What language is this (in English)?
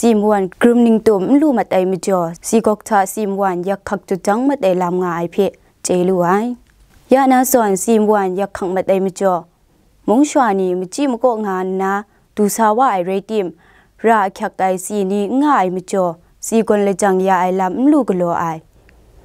Kachin